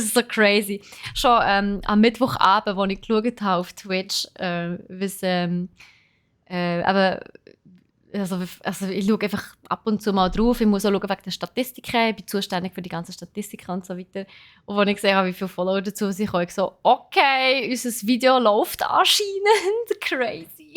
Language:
Swiss German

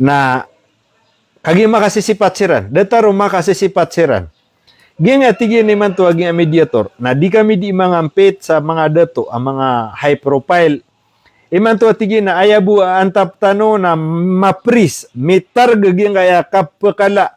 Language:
Maranao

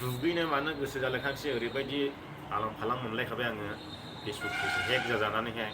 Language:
Bodo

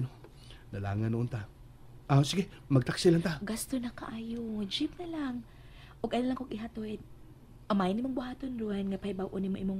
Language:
Cebuano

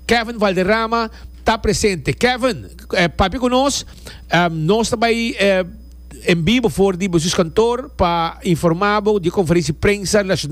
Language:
Papiamento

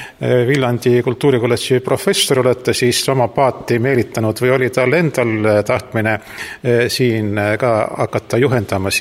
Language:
Estonian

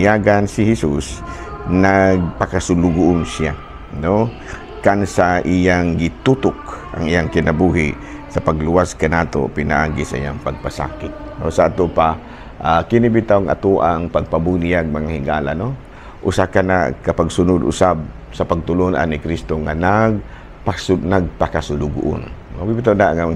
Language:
Cebuano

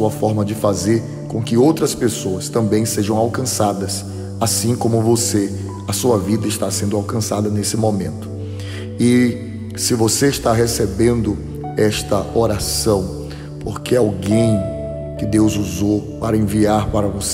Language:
Portuguese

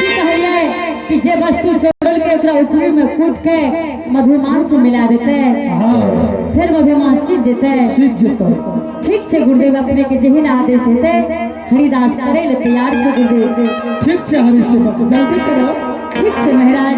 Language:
Angika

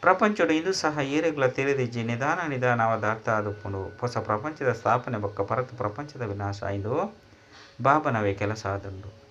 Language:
Tulu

